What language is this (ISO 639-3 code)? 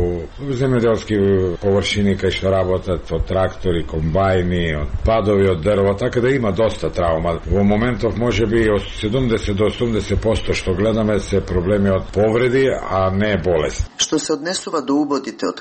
mkd